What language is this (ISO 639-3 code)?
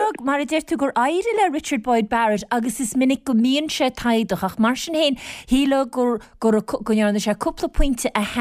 gle